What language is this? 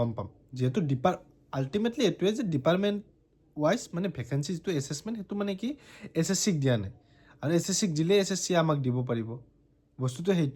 Assamese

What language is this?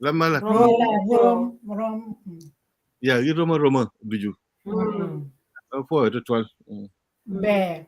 Acoli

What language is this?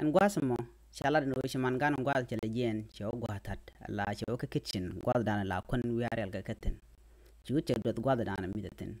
Nuer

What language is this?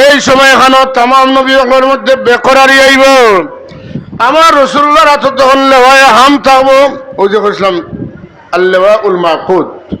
Sylheti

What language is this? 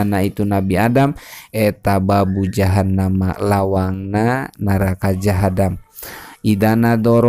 Sundanese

